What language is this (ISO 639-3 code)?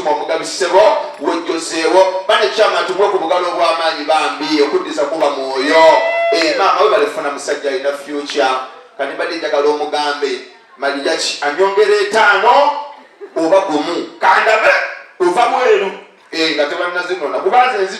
lug